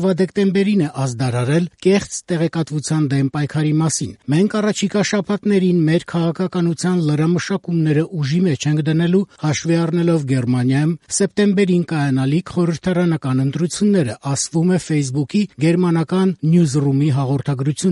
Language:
Armenian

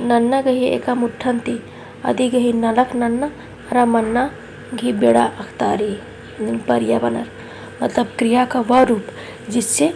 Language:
Kurukh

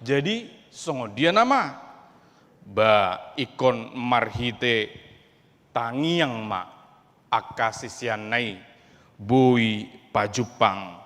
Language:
Batak Toba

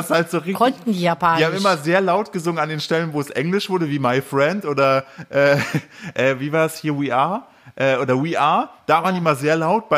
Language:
German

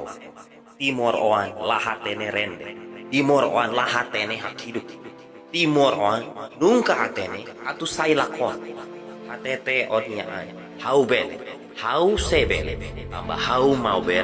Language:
Tetum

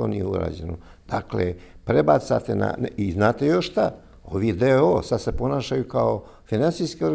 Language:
Bosnian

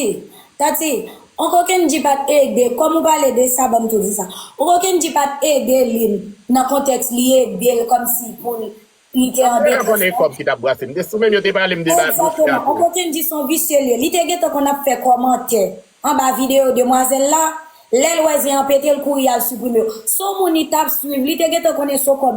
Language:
Haitian Creole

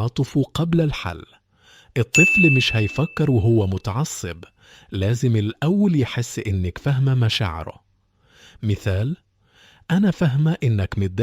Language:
Egyptian Arabic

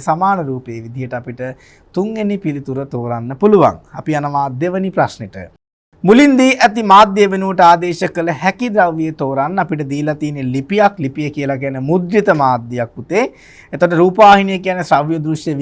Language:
Sinhala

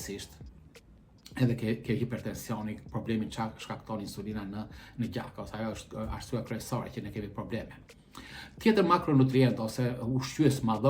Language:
Albanian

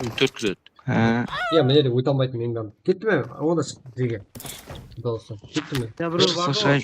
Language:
Kara-Kalpak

